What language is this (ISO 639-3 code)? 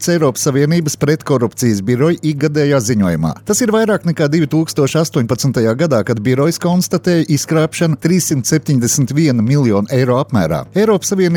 lav